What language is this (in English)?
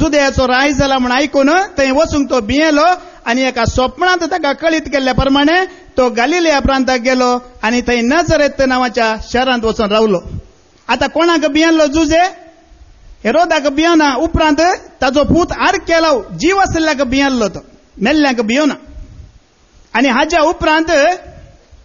Konkani